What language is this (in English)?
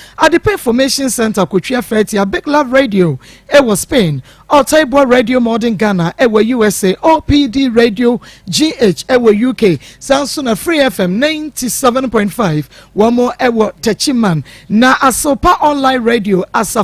Akan